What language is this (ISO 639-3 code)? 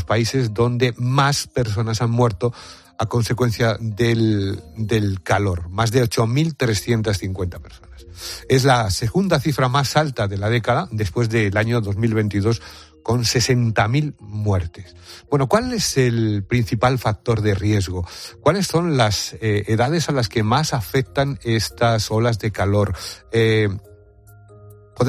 spa